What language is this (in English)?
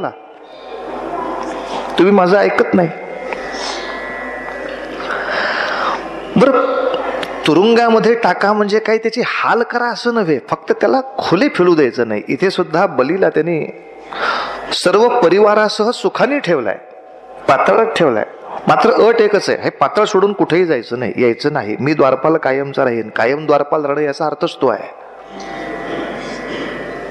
Marathi